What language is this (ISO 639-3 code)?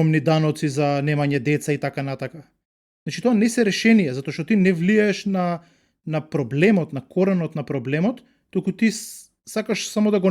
mkd